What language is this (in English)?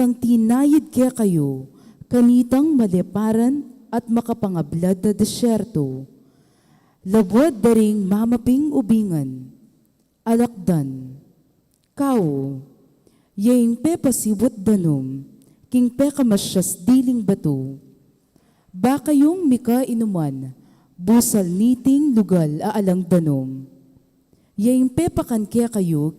Pampanga